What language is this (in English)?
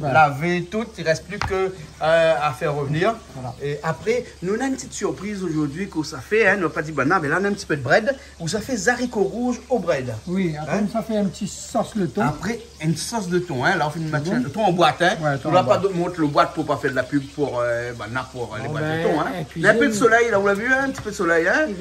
Réunion Creole French